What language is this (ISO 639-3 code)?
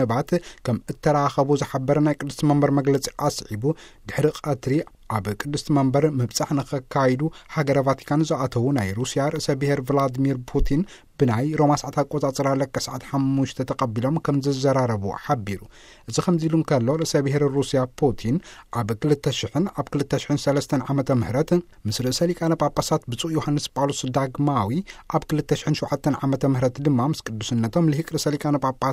tir